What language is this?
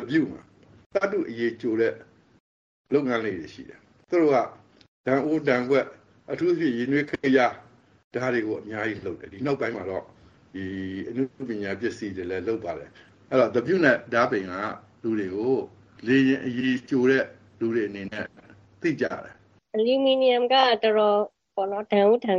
Burmese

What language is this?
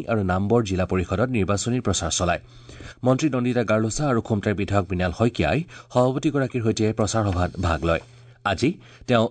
Assamese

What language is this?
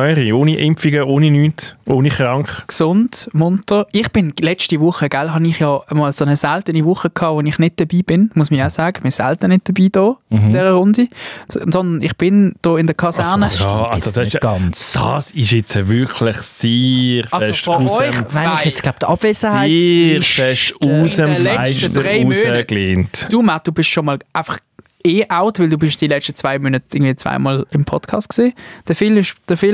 Swiss German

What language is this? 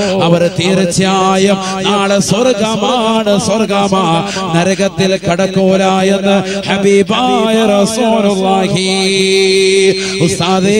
Malayalam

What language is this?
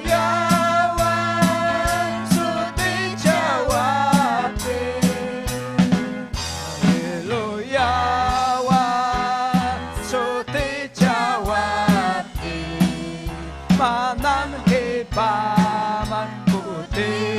Ayacucho Quechua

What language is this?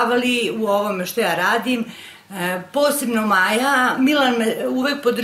Serbian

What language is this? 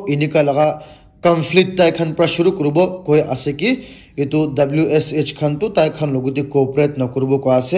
Naga Pidgin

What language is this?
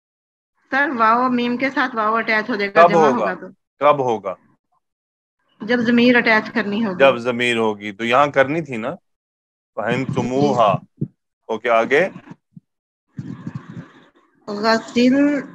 Urdu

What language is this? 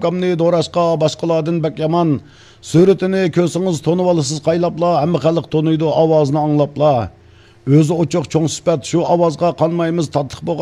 Uyghur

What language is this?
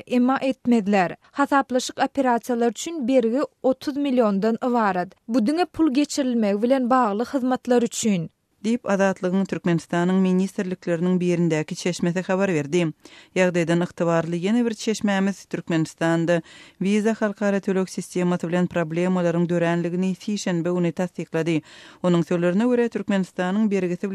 Turkmen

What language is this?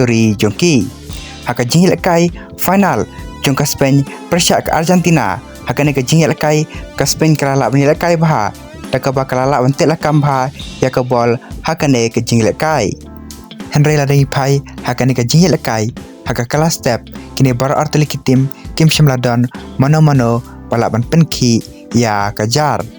Khasi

